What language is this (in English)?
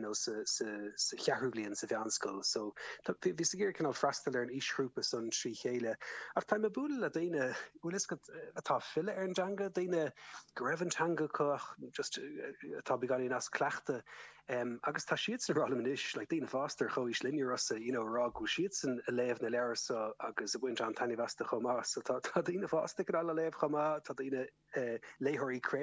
Irish